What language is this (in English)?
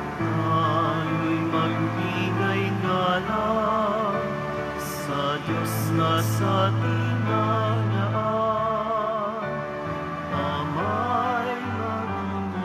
Filipino